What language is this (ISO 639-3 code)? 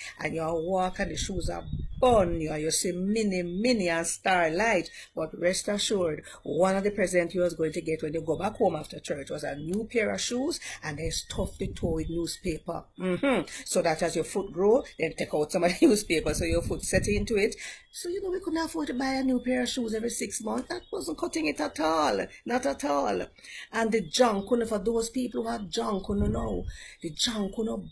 jam